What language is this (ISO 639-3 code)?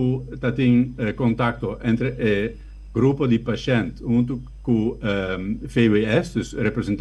pap